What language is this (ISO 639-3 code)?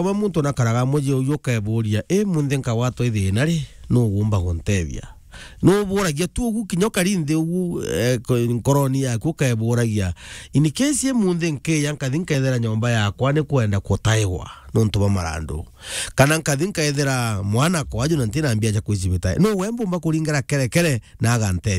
mer